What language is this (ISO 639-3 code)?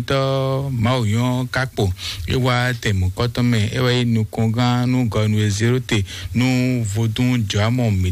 fon